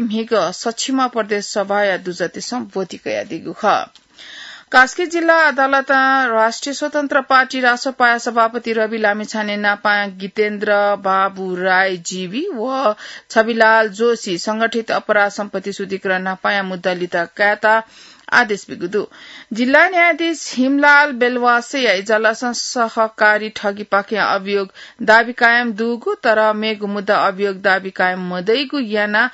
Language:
Newari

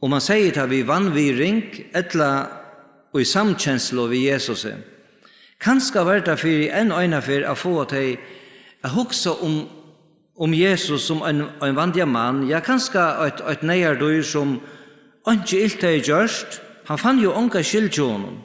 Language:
Faroese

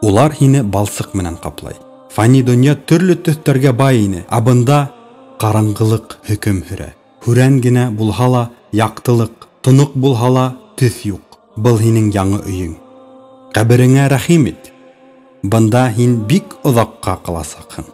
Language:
Bashkir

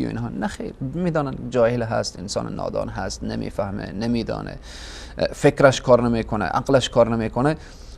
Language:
Persian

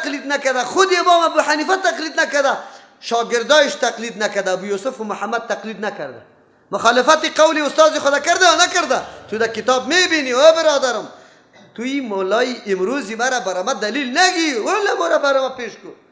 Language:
Persian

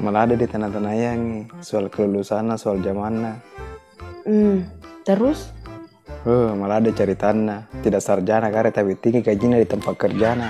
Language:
Buginese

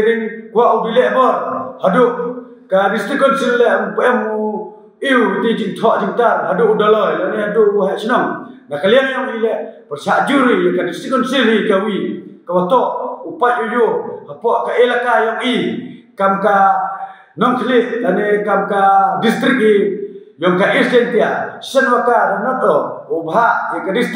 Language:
Pnar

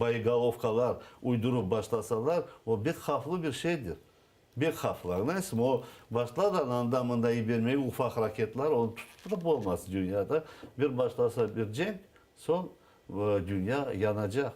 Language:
Crimean Tatar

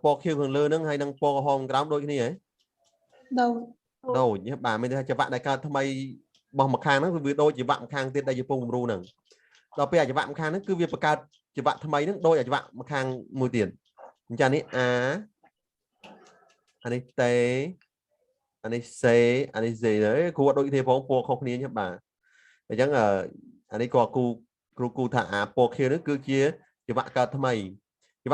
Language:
Khmer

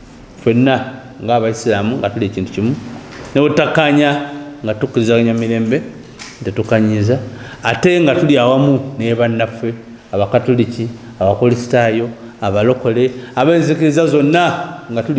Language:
Ganda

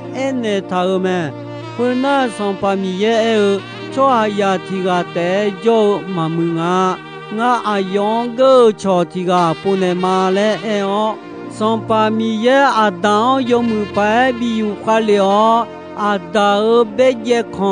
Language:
Akha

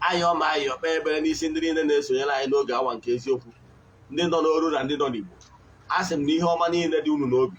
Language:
Igbo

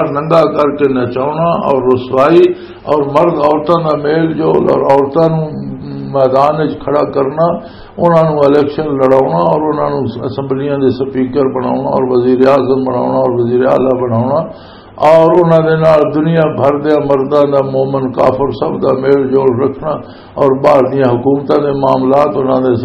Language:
Western Panjabi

